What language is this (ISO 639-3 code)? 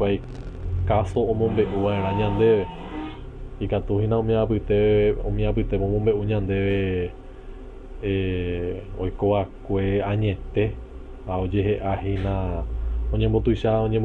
grn